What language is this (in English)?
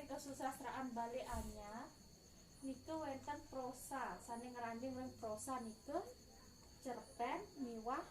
Balinese